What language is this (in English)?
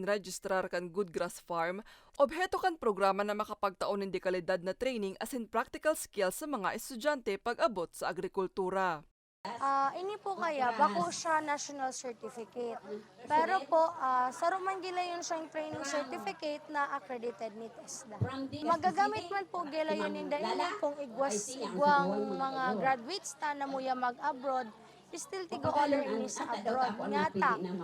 Bikol